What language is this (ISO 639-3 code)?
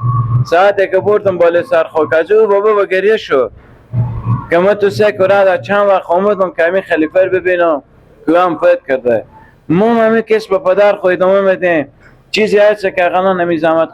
fas